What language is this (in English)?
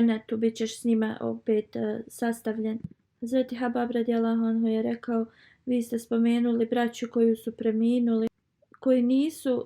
Bosnian